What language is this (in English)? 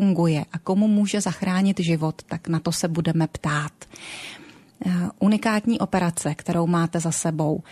Czech